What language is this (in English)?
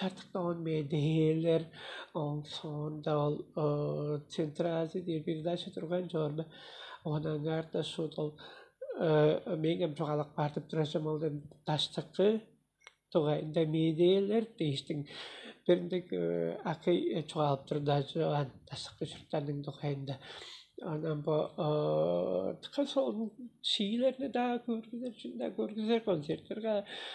Tuvinian